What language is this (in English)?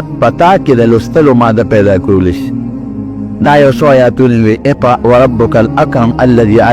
Pashto